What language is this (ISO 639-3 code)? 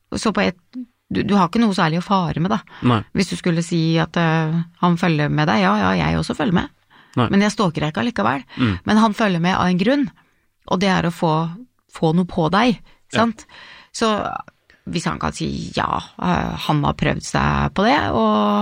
nor